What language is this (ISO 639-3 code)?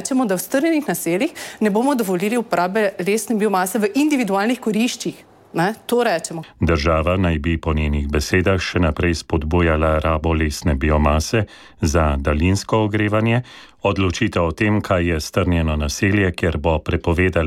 slv